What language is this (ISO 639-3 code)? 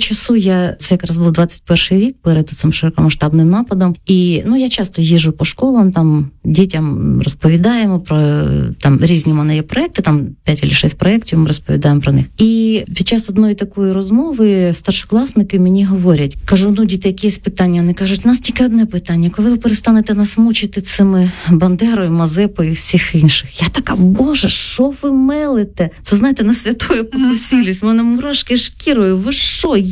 ukr